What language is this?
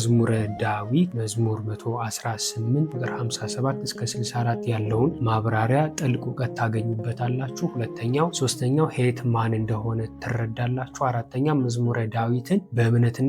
Amharic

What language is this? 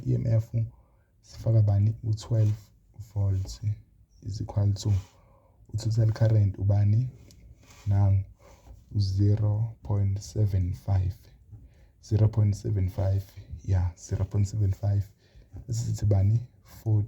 Zulu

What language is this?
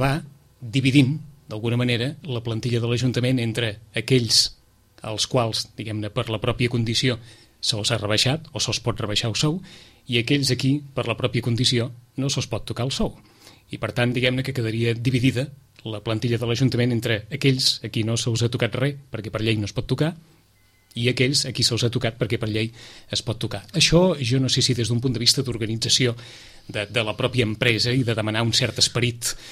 Catalan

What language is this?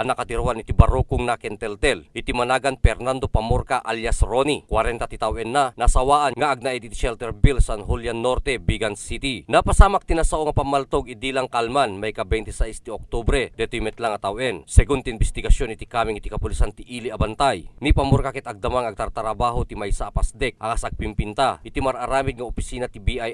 Iloko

